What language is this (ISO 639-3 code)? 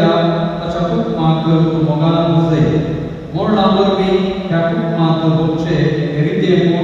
kok